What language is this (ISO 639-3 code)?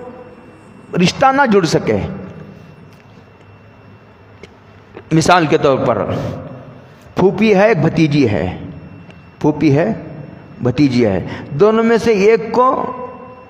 urd